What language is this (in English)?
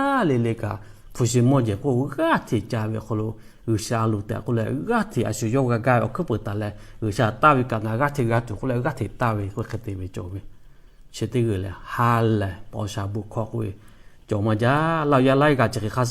Lahu